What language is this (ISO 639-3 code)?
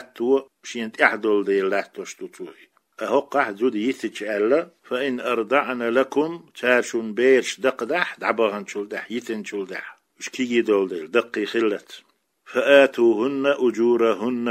che